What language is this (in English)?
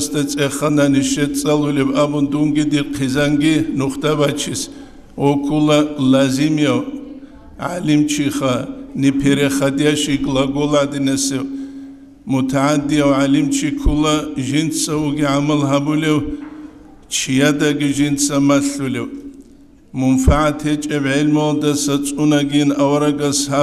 Avaric